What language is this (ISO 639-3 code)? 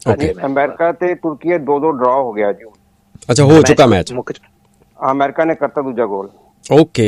pan